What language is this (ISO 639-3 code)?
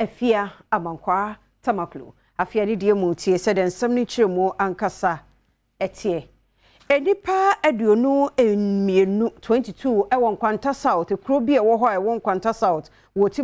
aka